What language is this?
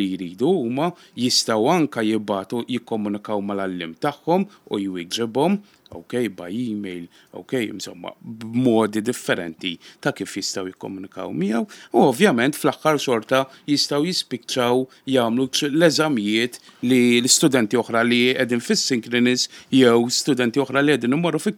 Maltese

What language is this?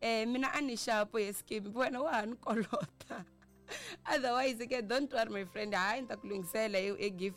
Tsonga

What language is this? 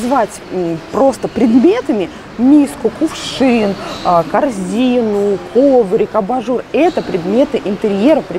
Russian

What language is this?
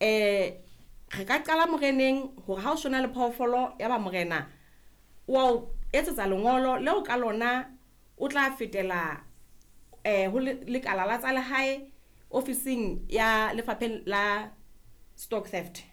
Southern Sotho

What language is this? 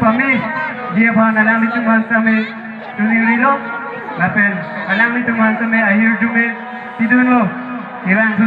Karbi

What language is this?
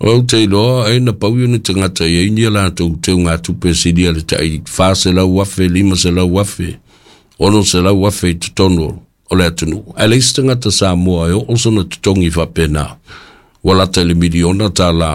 Samoan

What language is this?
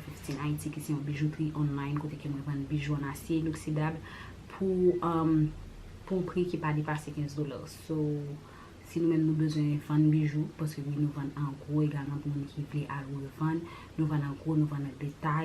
Haitian Creole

